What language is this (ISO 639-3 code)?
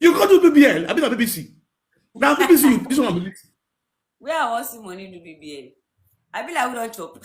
pcm